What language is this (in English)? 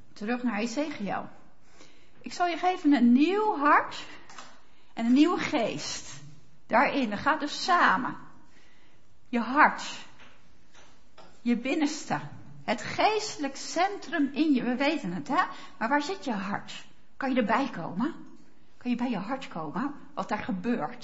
Dutch